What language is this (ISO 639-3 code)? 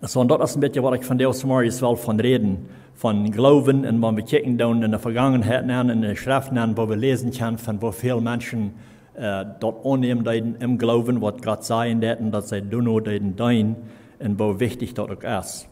pdt